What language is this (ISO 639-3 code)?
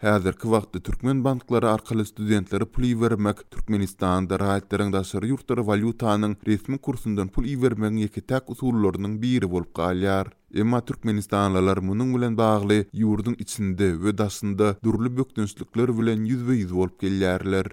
tuk